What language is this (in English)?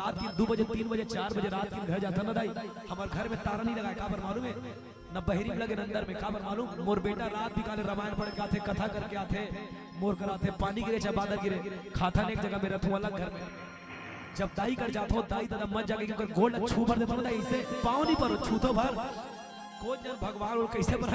Chhattisgarhi